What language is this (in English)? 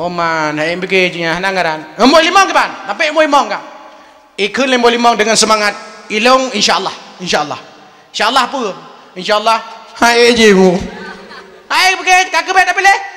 Achinese